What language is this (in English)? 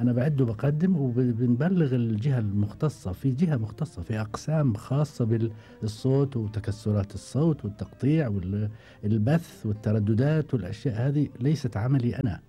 Gulf Arabic